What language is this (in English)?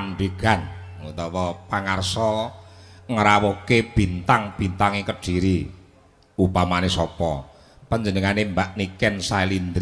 Javanese